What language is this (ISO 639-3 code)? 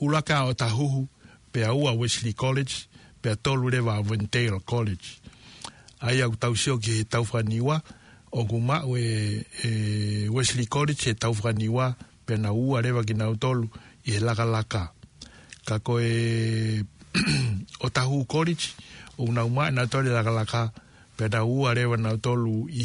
ton